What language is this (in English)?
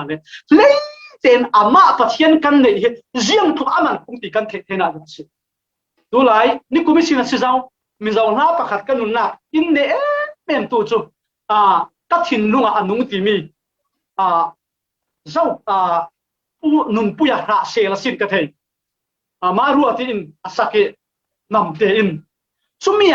Falam Chin